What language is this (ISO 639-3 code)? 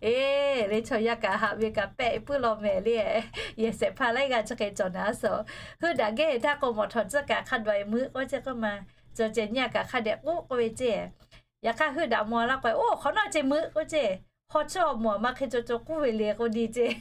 lhu